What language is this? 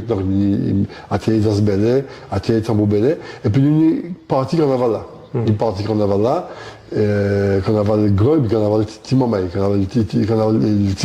Guadeloupean Creole French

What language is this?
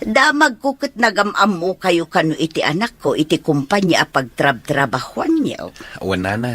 Iloko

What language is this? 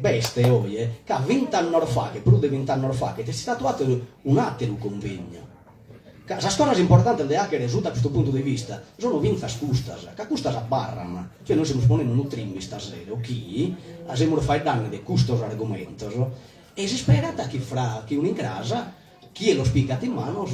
Sardinian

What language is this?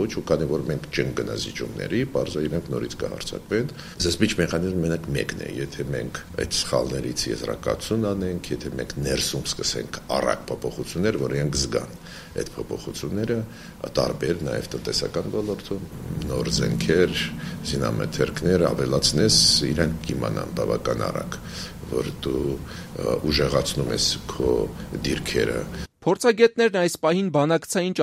Armenian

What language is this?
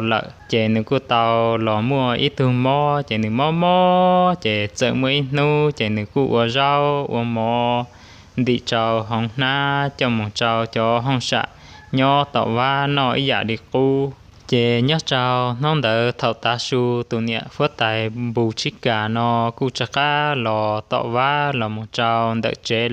Hmong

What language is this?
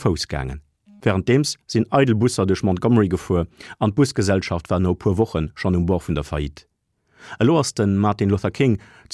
Luxembourgish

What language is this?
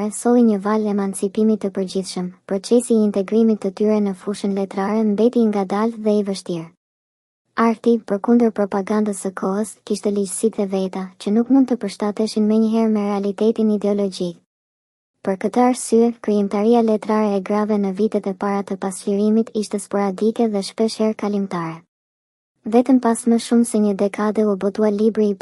Albanian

